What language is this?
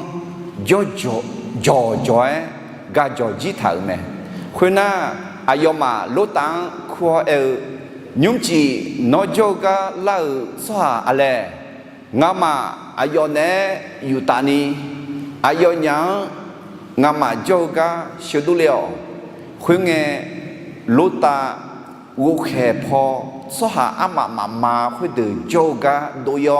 Akha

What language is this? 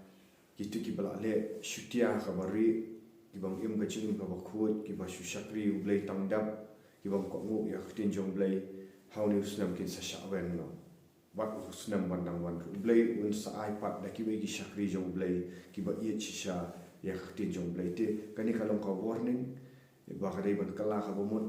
Khasi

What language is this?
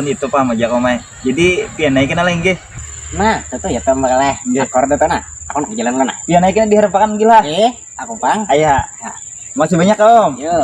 Banjar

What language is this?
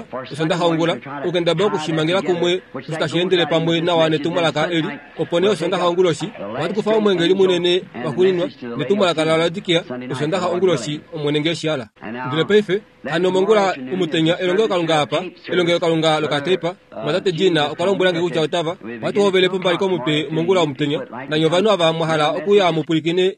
Kuanyama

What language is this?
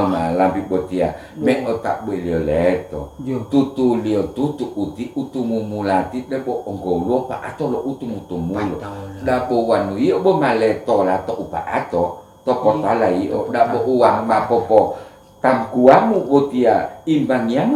Gorontalo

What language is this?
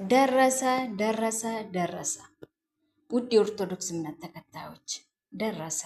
Amharic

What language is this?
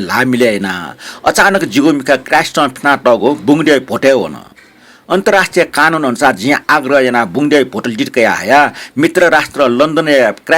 Newari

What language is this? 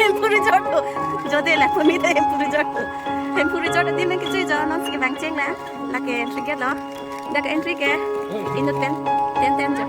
Karbi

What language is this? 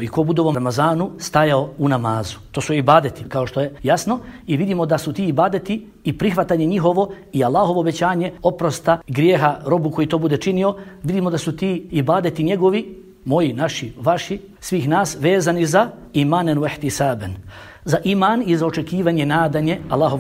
Bosnian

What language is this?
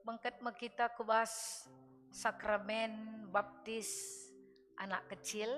Batak Karo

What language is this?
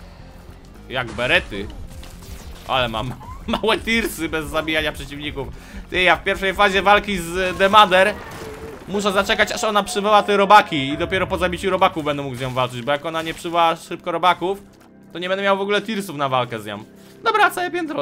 Polish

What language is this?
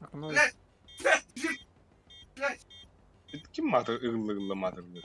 Yakut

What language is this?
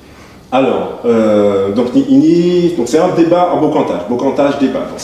Guadeloupean Creole French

